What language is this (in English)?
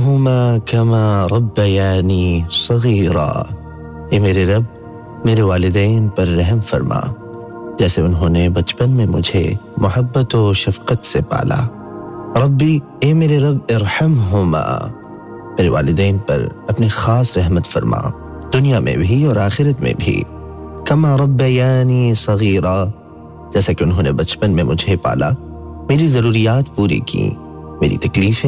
Urdu